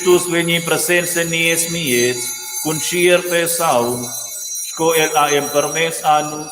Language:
Romansh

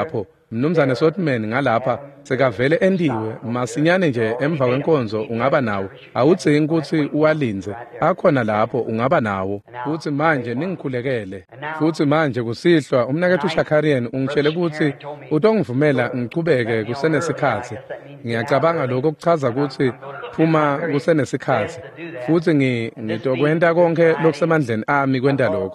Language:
Swati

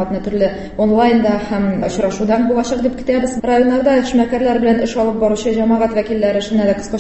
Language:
Tatar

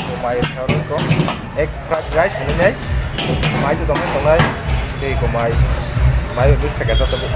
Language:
Kok Borok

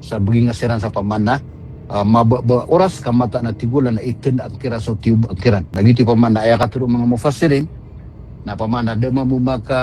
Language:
Maranao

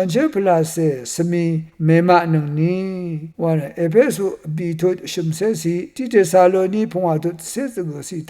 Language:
Rawang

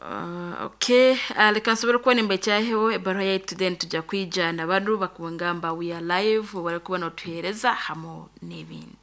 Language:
Nyoro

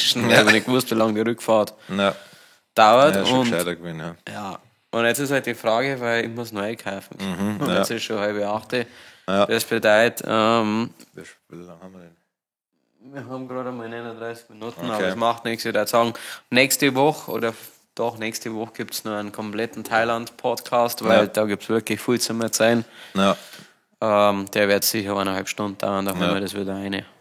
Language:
Bavarian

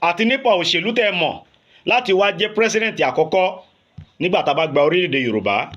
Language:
Yoruba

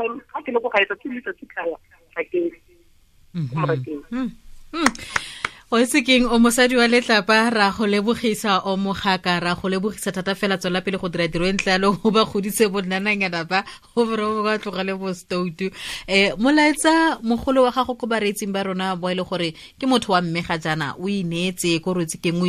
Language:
Tswana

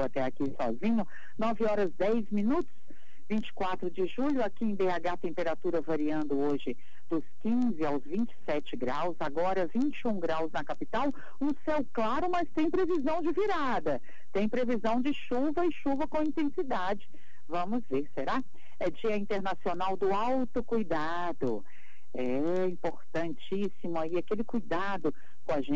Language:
Portuguese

